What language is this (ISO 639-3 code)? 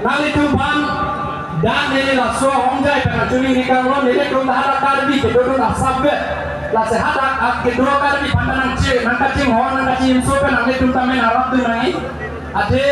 mjw